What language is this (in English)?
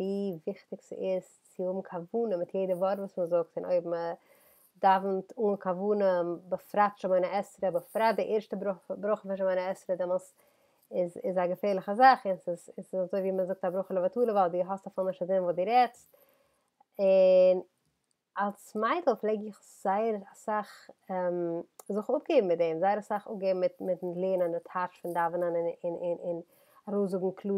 Yiddish